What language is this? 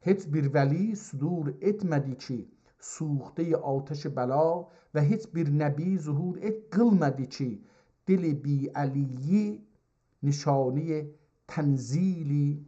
South Azerbaijani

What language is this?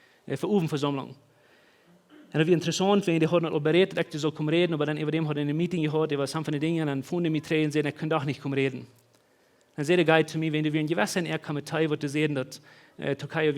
Plautdietsch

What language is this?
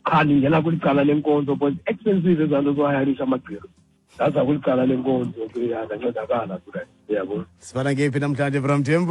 Xhosa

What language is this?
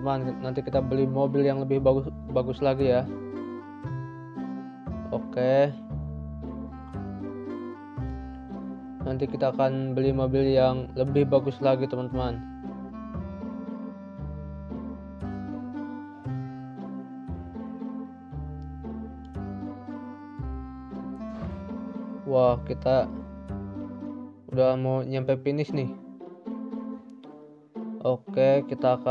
Indonesian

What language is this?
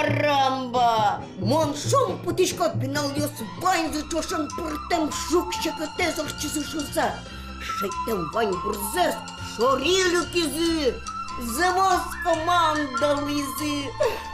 Udmurt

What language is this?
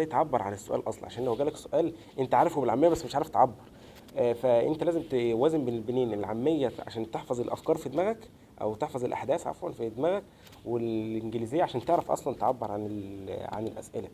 Egyptian Arabic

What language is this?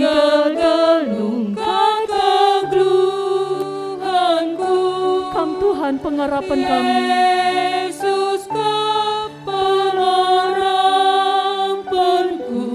Batak Karo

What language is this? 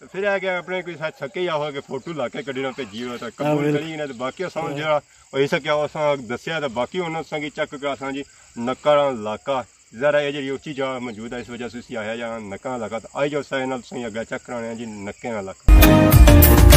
Pahari-Potwari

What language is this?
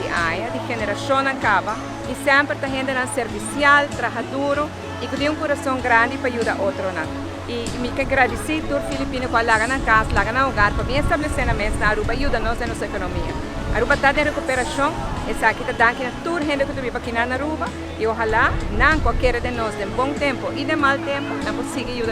Papiamento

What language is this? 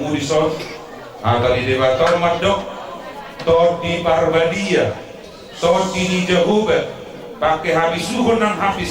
Batak Toba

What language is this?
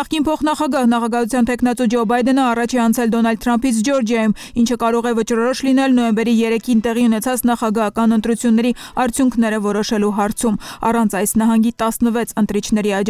Armenian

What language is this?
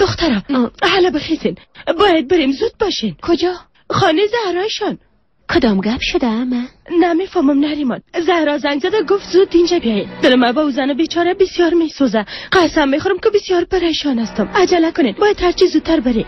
Persian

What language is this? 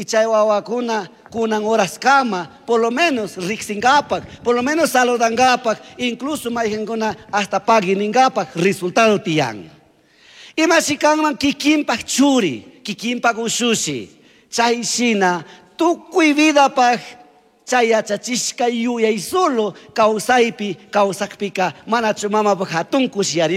Chimborazo Highland Quichua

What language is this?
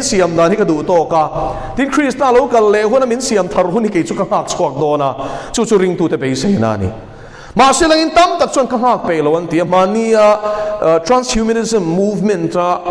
Mizo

